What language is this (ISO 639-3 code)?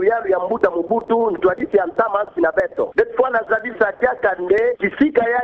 ktu